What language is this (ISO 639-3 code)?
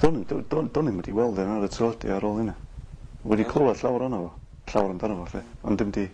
cym